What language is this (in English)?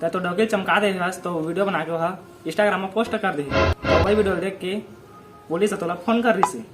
Chhattisgarhi